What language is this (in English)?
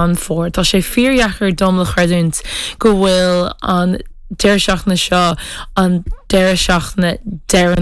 Irish